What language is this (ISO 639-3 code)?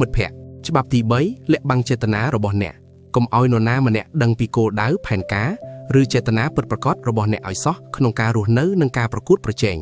khm